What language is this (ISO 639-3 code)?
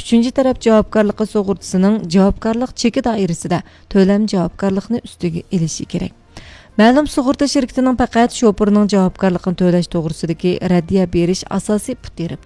uig